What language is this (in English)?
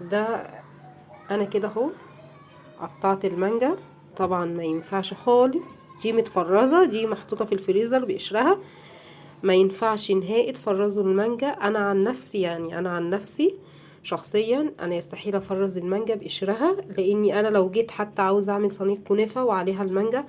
Egyptian Arabic